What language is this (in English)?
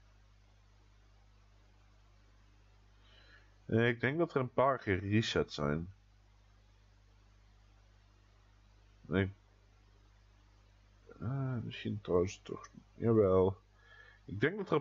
Dutch